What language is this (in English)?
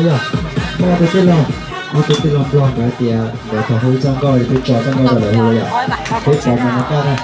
Hmong